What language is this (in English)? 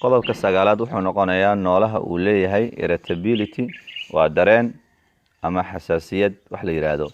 Somali